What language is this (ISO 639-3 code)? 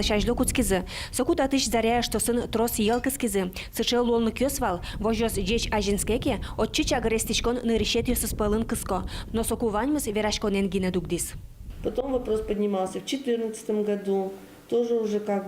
udm